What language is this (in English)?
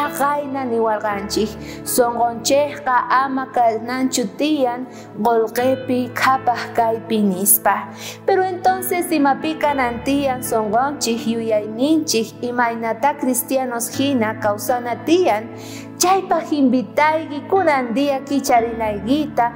South Bolivian Quechua